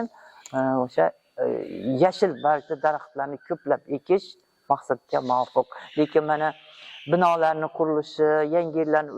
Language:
Uzbek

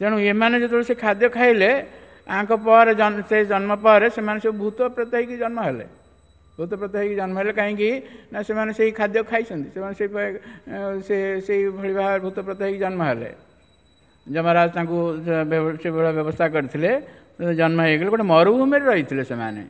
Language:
Odia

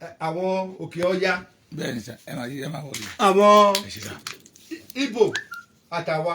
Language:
Yoruba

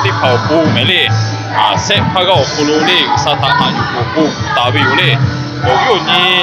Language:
Lahu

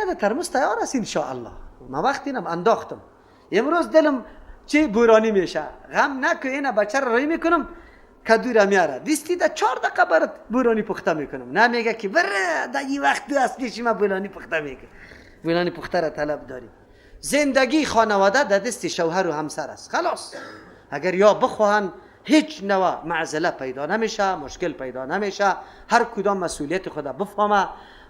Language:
Persian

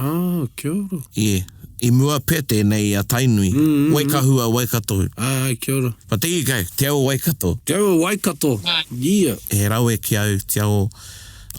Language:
Māori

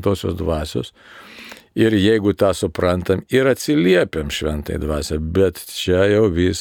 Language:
Lithuanian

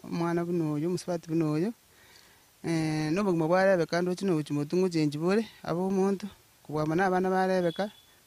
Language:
Gusii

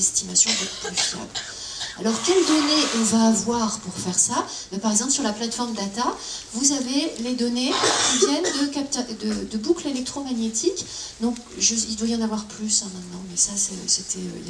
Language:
French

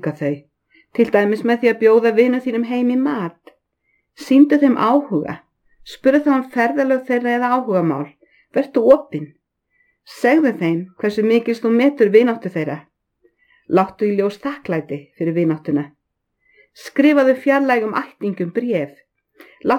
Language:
Icelandic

